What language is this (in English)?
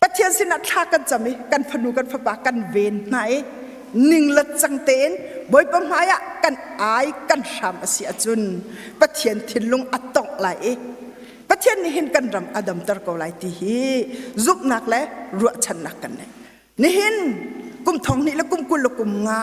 Hakha Chin